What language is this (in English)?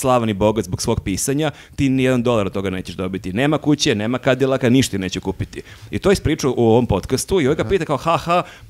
Serbian